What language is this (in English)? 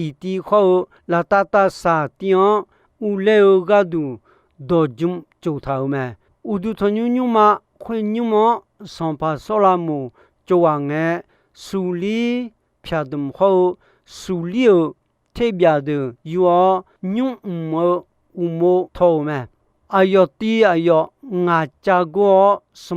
Akha